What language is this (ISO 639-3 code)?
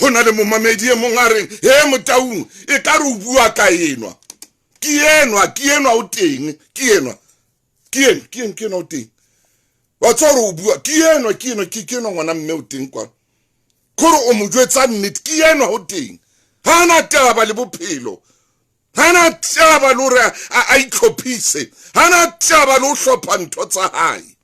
sot